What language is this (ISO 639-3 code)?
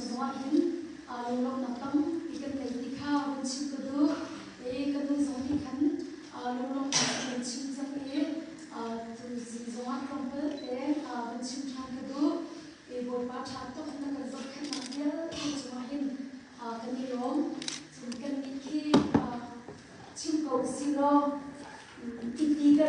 cnh